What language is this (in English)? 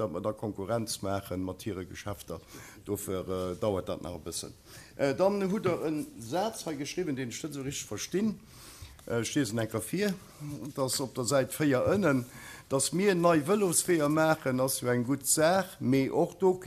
Luxembourgish